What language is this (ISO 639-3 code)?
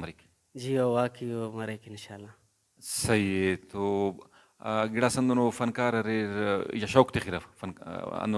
brh